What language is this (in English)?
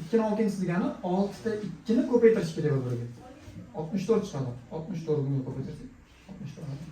Uzbek